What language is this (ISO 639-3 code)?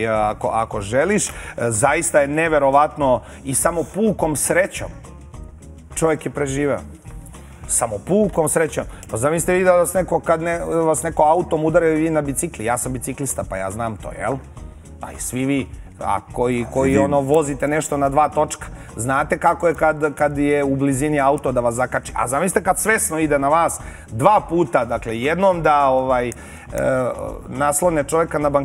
srp